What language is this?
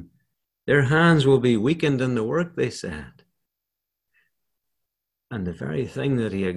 English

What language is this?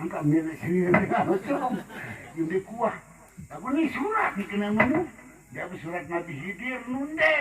Sasak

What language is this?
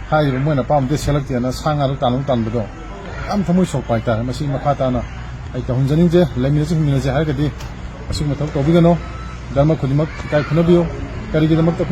Manipuri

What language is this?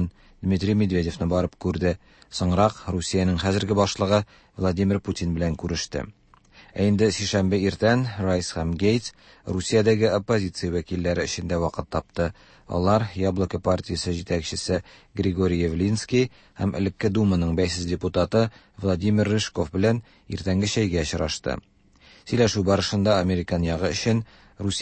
Tatar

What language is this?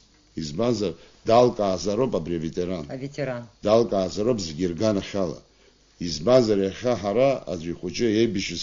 Abkhazian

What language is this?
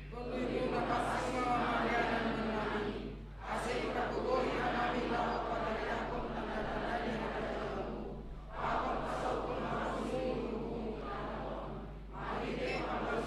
Batak Simalungun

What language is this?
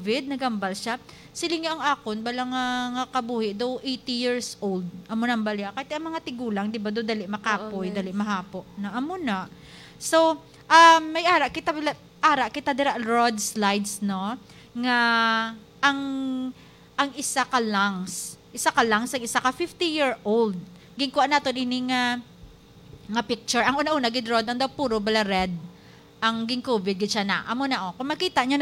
Hiligaynon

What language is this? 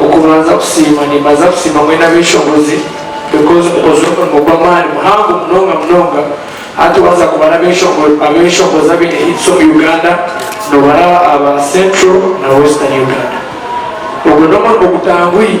Nyankole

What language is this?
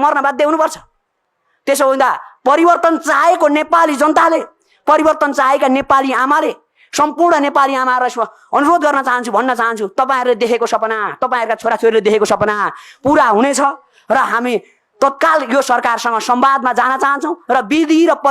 Nepali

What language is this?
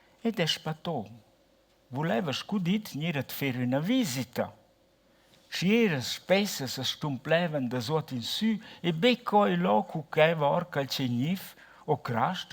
Romansh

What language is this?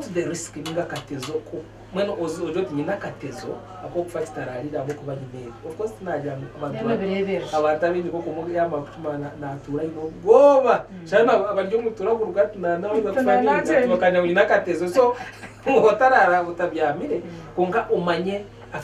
Nyankole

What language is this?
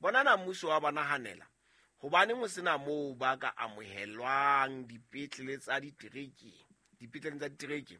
Southern Sotho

